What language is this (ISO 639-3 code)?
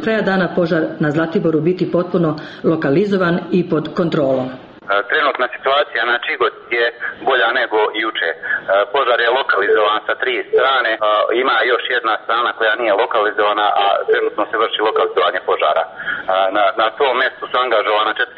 srp